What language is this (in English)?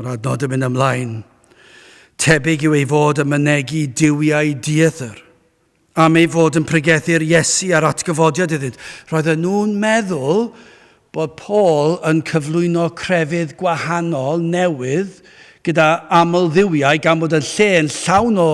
Welsh